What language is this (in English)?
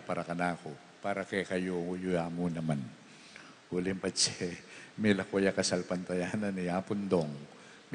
Pampanga